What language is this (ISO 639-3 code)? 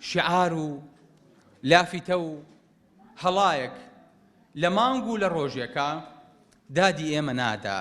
ckb